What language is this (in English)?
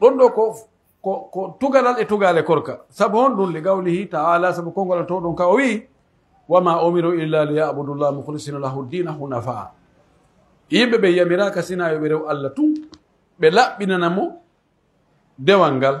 Pular